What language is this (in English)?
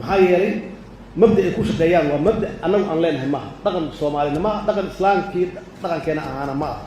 Somali